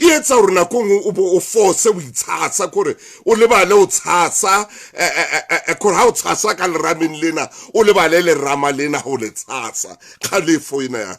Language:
Southern Sotho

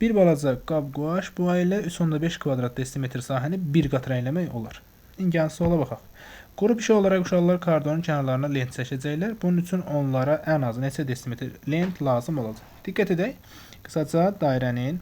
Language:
Azerbaijani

